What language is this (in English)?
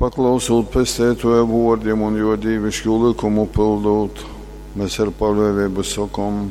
Latgalian